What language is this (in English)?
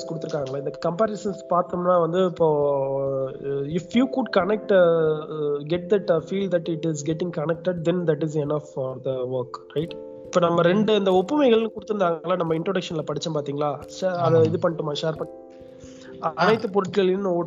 Tamil